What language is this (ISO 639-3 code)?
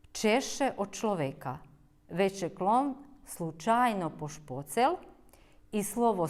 rue